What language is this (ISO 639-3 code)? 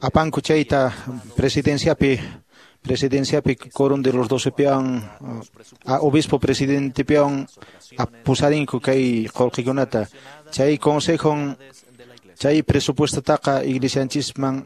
que